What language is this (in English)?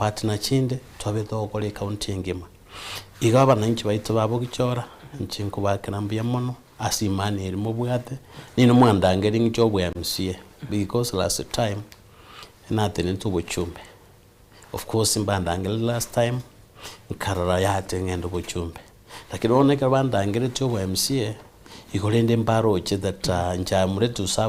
Gusii